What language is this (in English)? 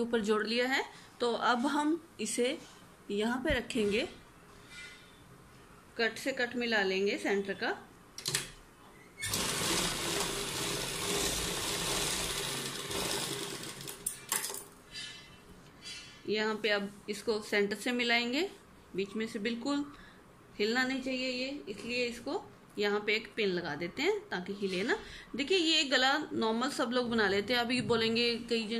Hindi